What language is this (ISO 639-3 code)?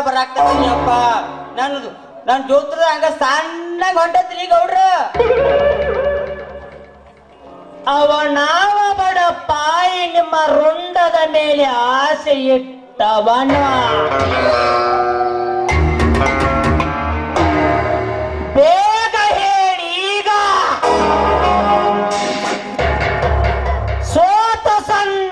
kan